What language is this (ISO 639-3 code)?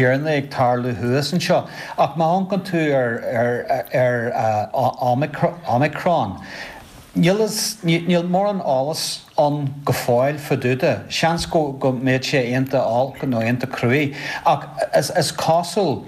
gle